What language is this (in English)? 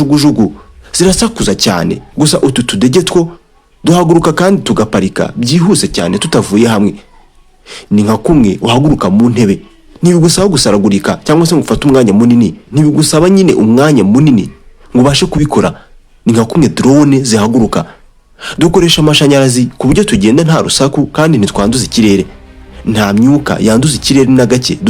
Kinyarwanda